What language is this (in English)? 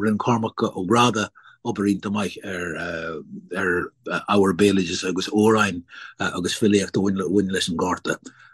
Irish